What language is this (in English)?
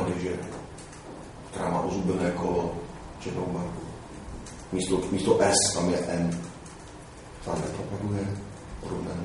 Czech